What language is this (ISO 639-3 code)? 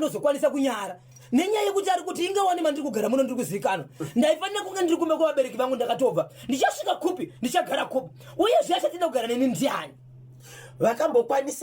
sna